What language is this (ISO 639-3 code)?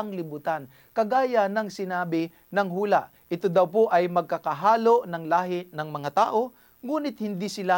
fil